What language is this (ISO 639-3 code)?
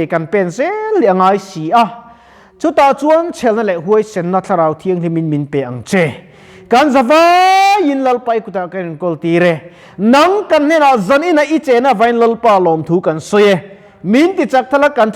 lus